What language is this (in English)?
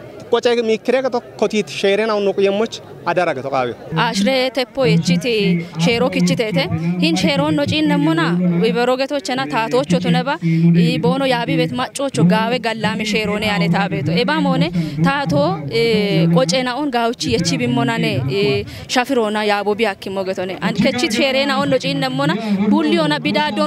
Kafa